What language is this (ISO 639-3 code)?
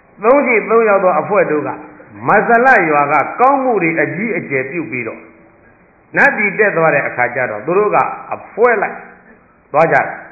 mya